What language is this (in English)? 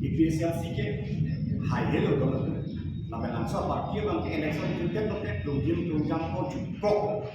Karbi